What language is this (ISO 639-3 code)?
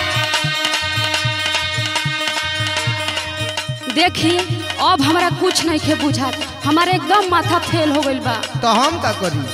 bho